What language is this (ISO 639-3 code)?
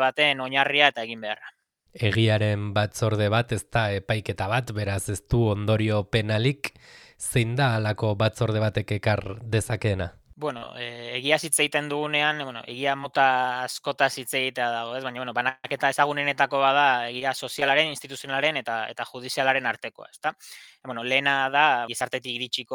eus